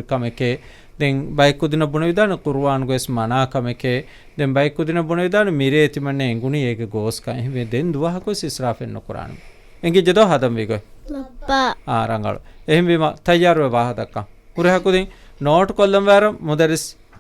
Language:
Divehi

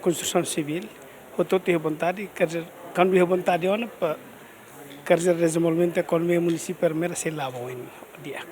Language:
Tetum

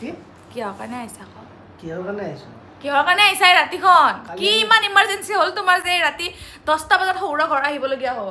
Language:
Assamese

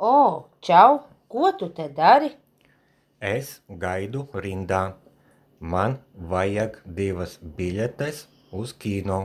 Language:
Latvian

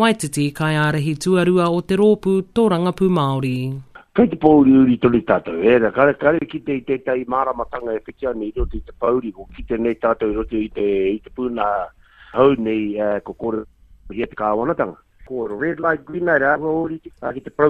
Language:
Māori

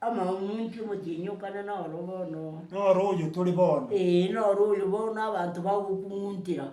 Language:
Gusii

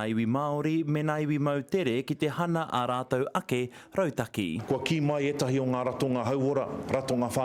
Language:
Māori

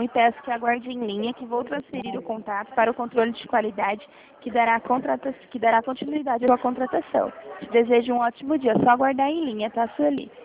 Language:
Portuguese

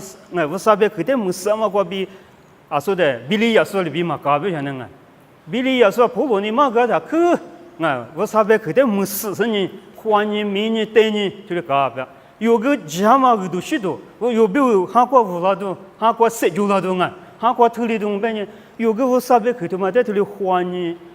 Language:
Lisu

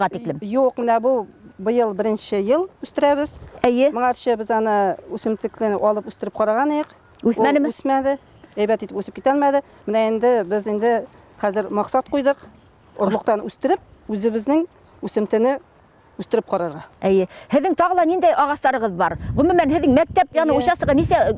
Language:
Bashkir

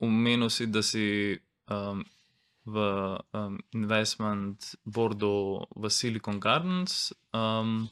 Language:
Slovenian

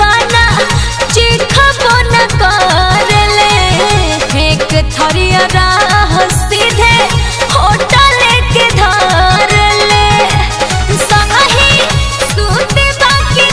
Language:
Bhojpuri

